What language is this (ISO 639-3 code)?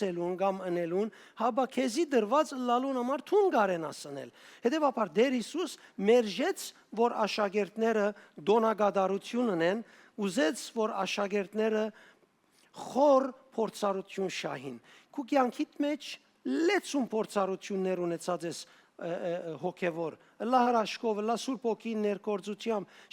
hyw